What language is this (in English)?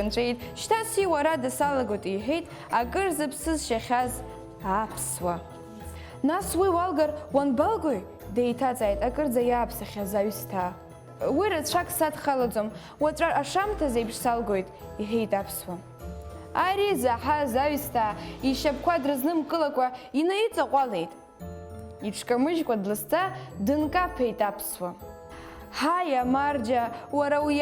Abkhazian